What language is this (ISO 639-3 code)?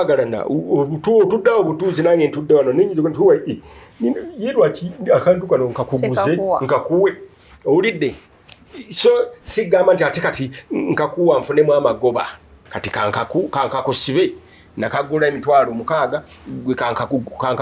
lug